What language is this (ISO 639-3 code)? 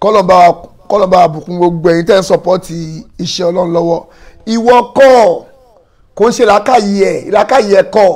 yor